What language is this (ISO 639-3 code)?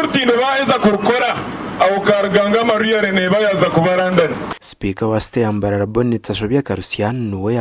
nyn